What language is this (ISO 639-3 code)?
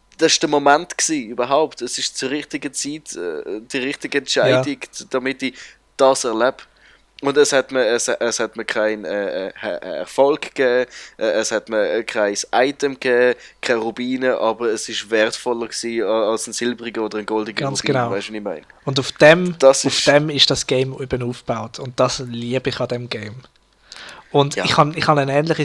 gsw